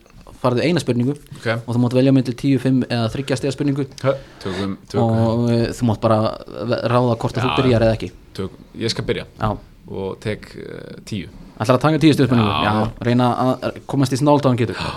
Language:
Icelandic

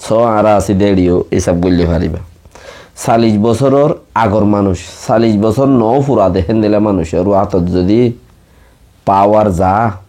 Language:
Rohingya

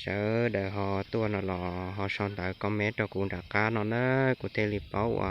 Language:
Hmong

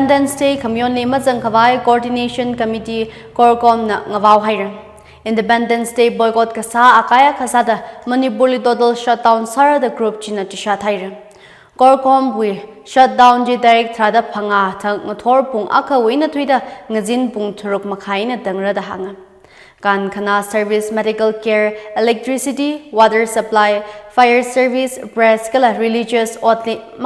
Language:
Tangkhul Naga (India)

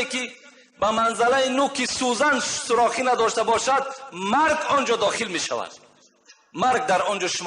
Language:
Tajik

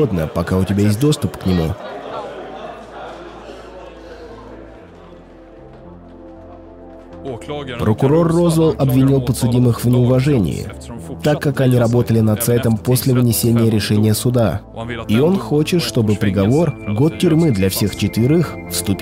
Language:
Russian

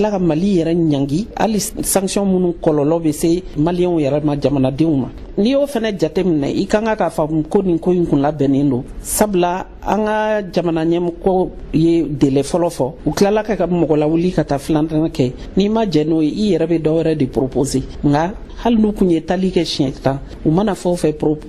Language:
Bambara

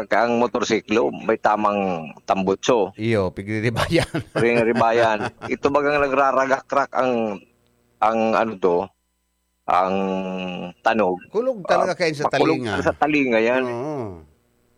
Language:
Bikol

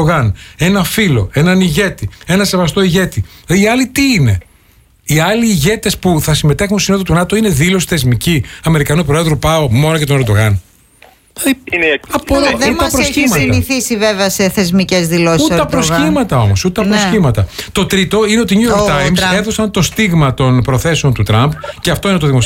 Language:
Greek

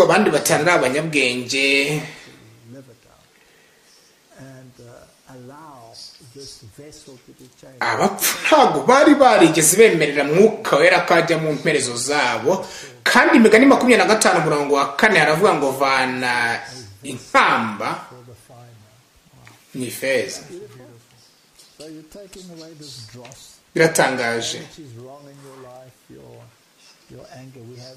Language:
Kinyarwanda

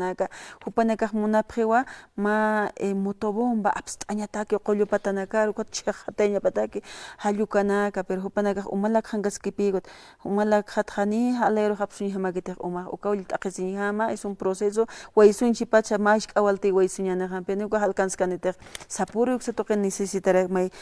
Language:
Aymara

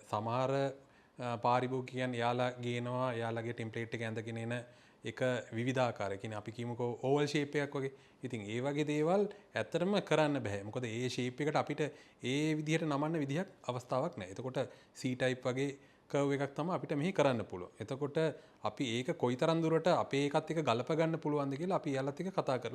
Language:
Sinhala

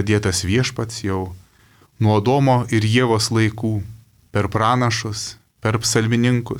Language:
Lithuanian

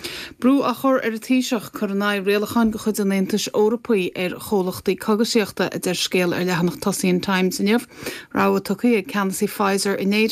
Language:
Irish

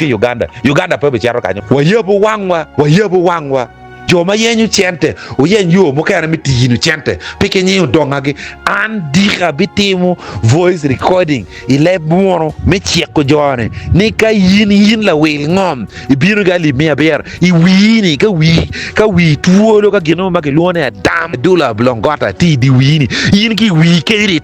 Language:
Acoli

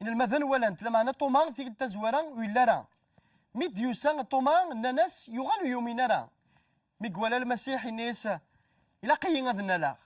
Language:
Kabyle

